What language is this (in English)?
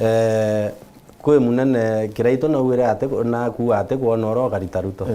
Meru